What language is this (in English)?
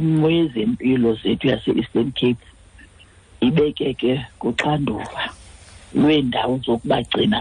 Xhosa